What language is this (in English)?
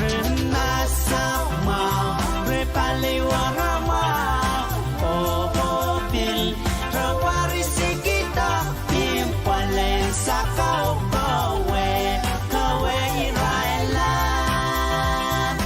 Pohnpeian